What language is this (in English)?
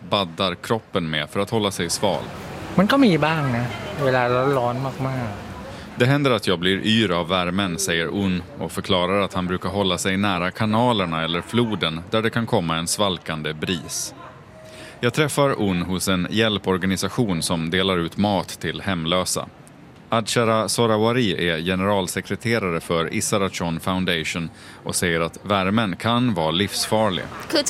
Swedish